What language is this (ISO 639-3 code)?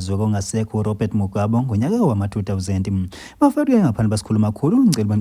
zul